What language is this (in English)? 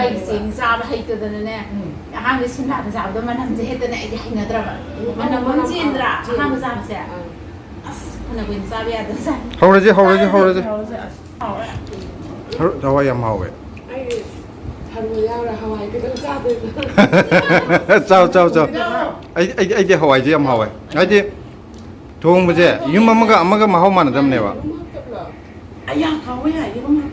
Manipuri